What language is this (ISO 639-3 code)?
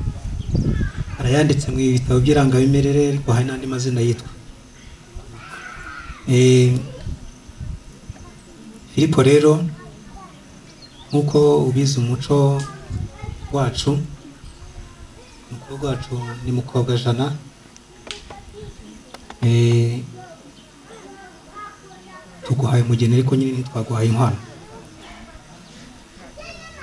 kin